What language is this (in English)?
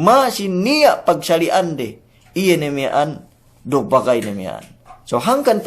Yakan